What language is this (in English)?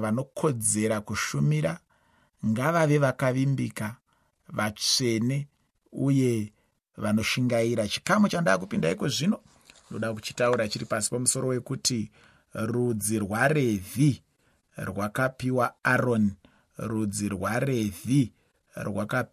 Shona